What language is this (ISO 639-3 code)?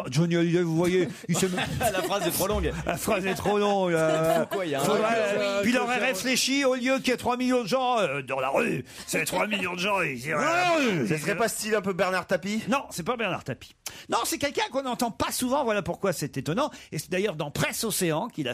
fra